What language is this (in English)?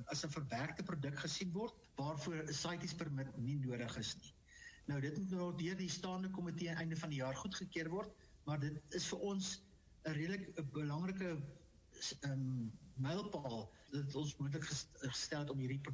Afrikaans